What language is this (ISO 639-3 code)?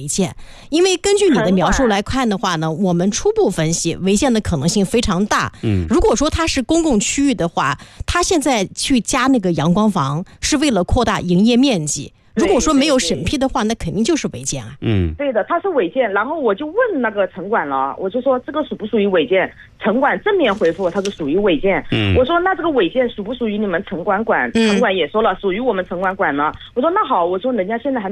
zho